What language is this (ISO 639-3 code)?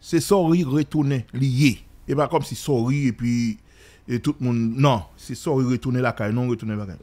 hat